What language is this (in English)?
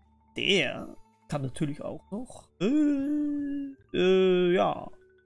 German